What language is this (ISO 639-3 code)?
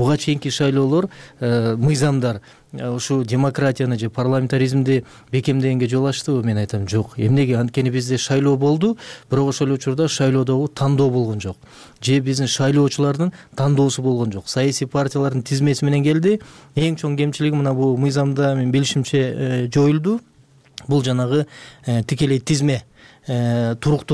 kir